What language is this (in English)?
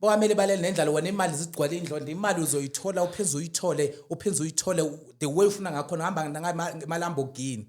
Zulu